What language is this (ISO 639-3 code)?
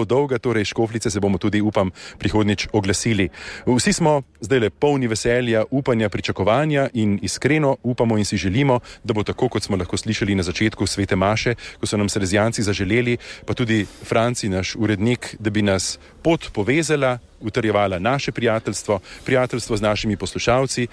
slv